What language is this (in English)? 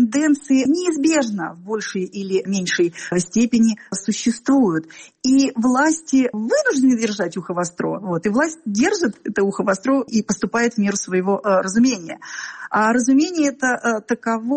Russian